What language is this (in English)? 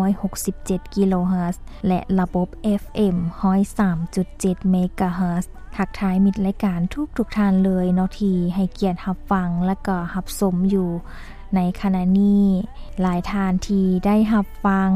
Lao